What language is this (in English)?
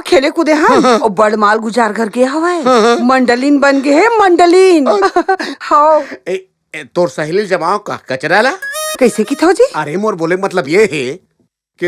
Chhattisgarhi